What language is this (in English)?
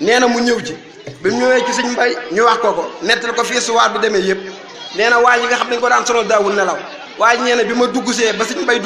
Wolof